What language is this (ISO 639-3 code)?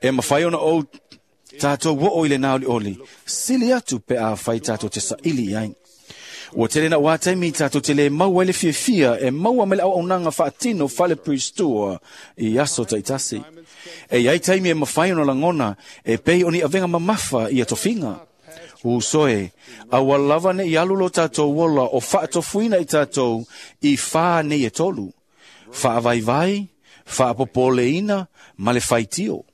smo